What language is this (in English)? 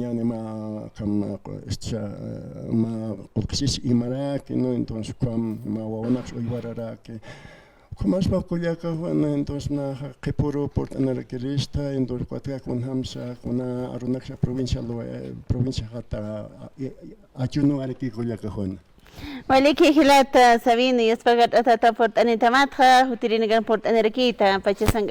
Aymara